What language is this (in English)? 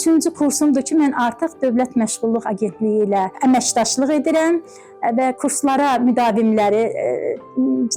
Azerbaijani